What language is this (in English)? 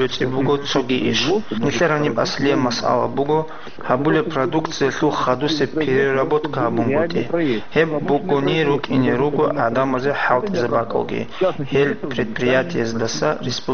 Avaric